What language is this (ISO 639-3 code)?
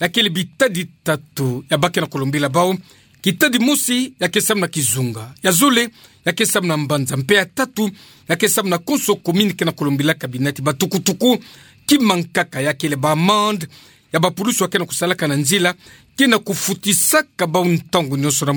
ktu